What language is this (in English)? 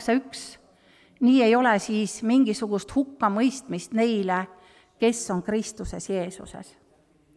Estonian